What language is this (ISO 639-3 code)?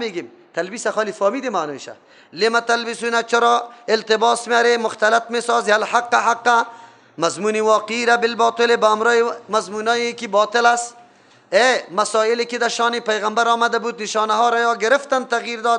fas